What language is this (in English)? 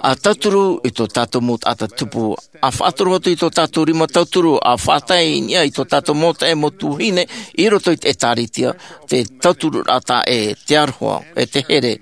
Tahitian